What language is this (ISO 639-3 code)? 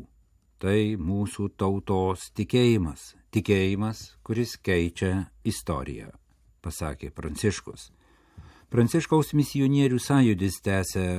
lit